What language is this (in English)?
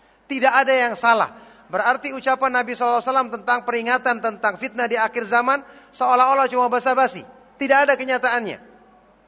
Indonesian